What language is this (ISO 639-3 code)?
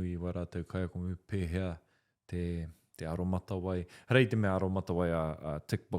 mri